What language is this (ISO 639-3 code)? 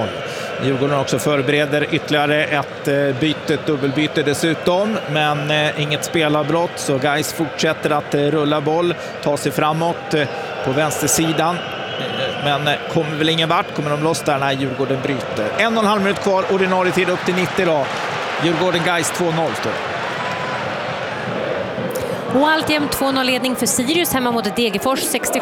swe